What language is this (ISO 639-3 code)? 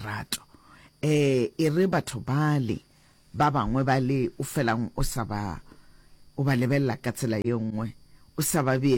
nso